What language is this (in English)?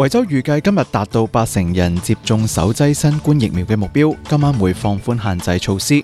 Cantonese